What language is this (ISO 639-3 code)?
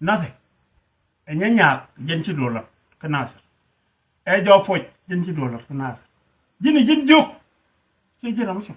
nus